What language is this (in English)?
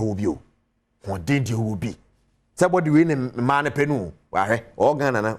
Akan